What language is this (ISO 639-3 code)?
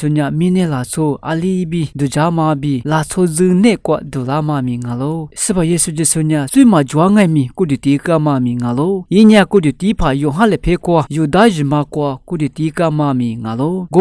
lis